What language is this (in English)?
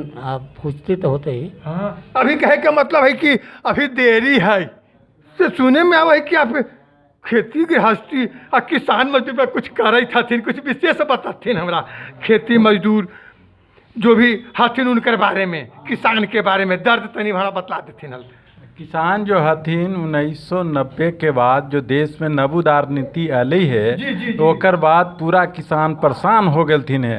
Magahi